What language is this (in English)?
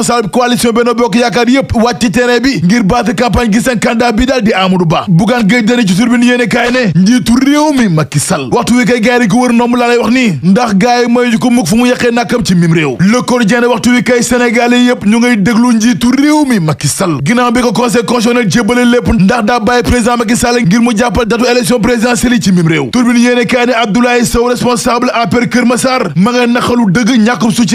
Wolof